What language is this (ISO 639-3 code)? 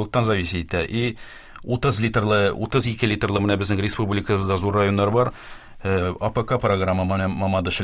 tat